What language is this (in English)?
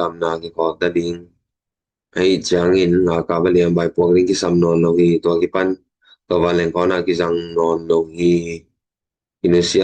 Tedim Chin